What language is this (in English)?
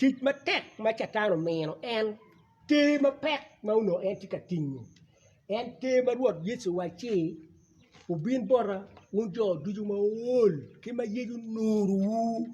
Acoli